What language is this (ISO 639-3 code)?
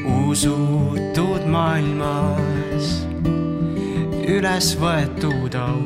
est